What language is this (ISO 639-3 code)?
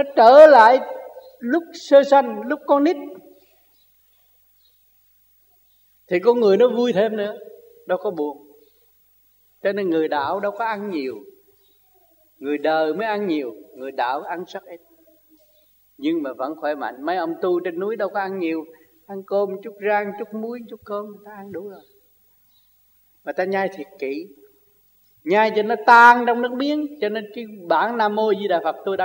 vie